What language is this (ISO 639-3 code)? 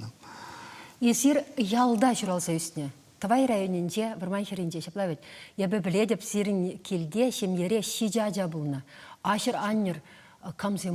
chv